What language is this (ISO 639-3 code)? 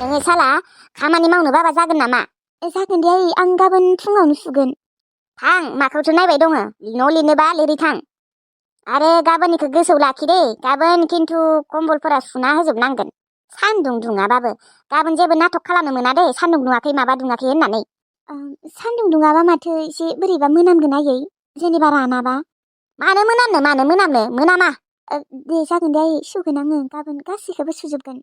brx